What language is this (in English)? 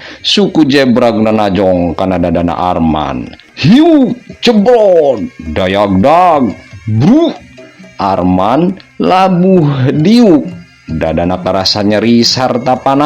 Sundanese